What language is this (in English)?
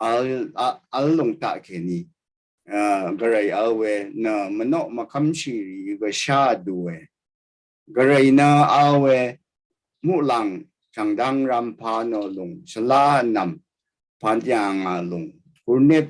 Rawang